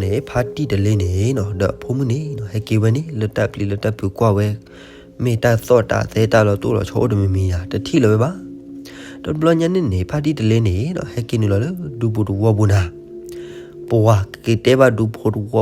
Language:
S'gaw Karen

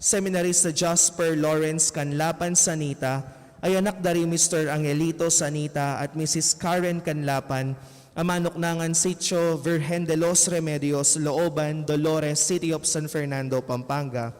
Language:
Pampanga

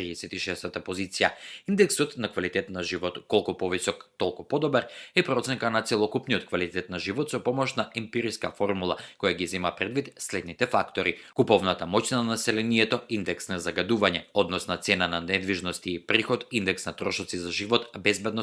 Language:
Macedonian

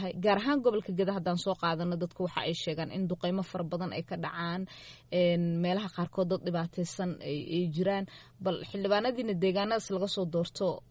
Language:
Somali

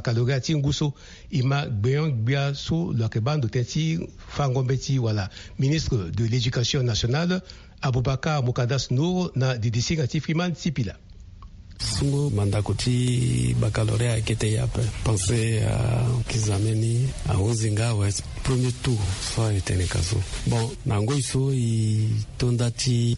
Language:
Sango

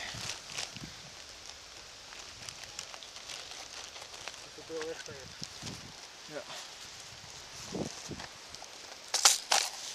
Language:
Dutch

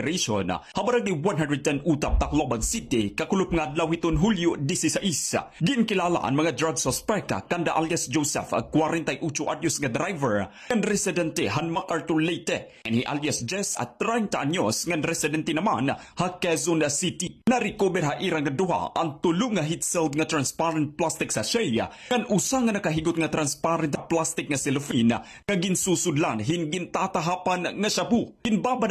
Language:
Waray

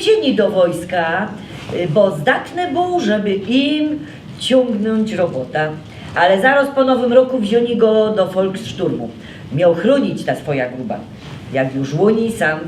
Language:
Silesian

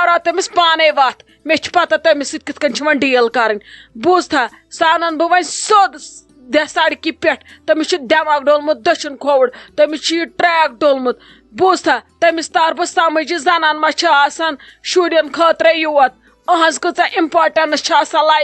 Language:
Kashmiri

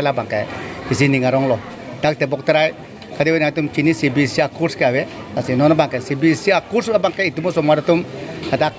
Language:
Karbi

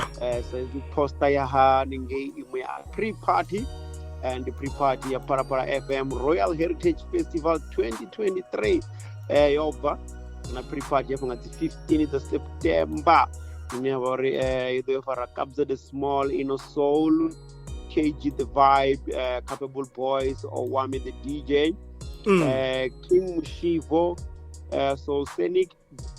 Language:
Venda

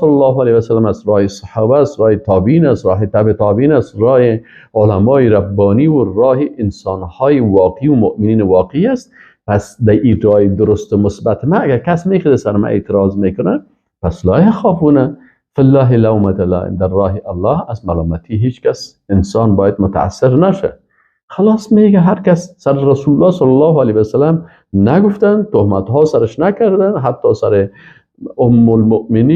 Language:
Persian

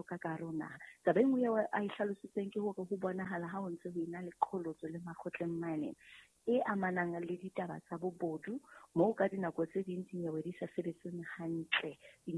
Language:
Southern Sotho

